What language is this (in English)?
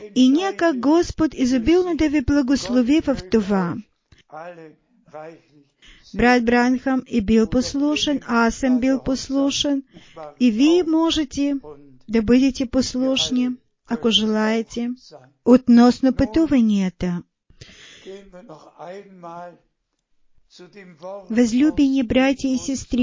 Bulgarian